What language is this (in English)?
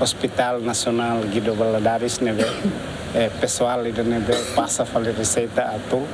Tetum